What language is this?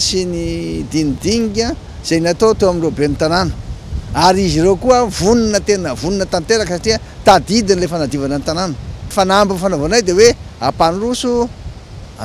Malagasy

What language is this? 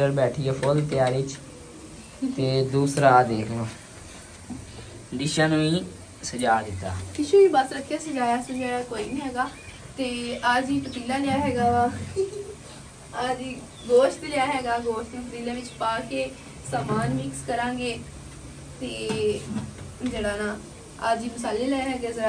Punjabi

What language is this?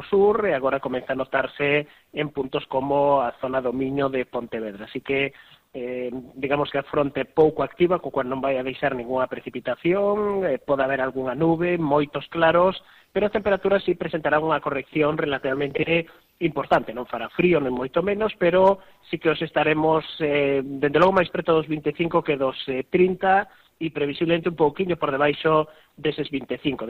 Galician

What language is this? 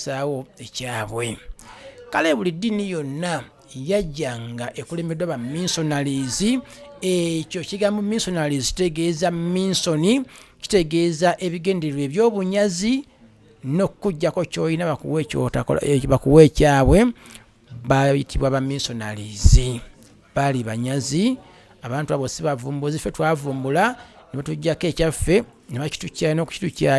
Ganda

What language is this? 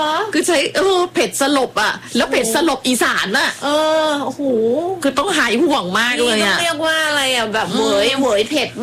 Thai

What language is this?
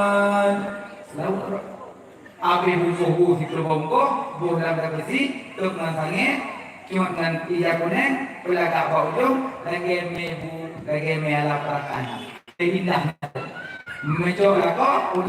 Achinese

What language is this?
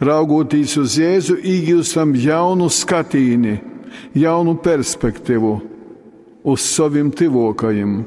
Latgalian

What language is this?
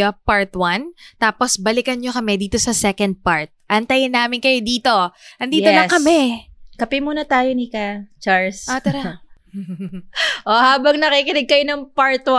Filipino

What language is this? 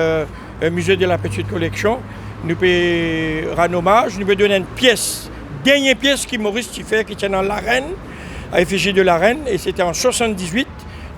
Morisyen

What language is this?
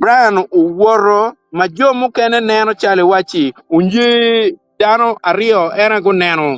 Acoli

